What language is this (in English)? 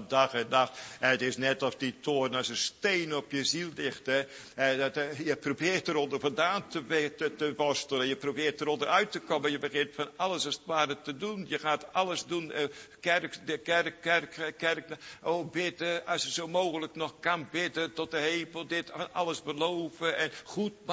Dutch